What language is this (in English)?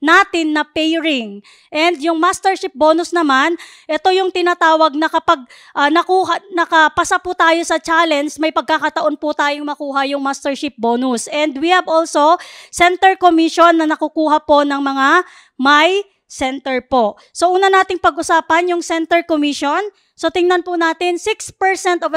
Filipino